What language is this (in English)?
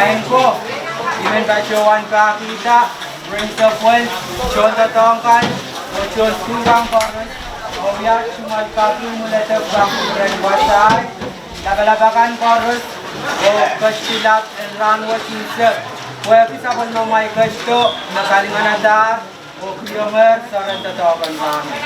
Pohnpeian